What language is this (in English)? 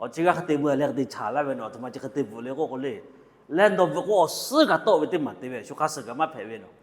Lahu